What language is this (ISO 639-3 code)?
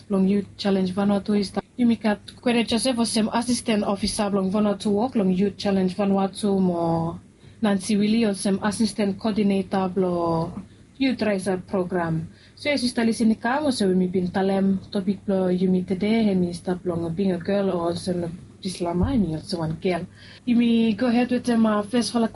bis